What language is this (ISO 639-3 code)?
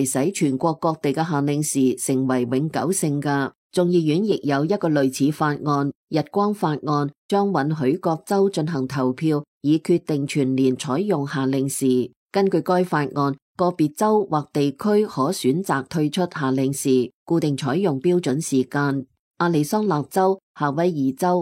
yue